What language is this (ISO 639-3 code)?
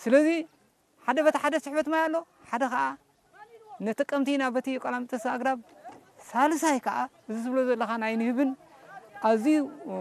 tir